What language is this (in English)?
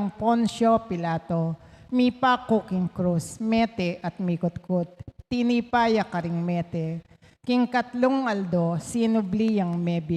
Pampanga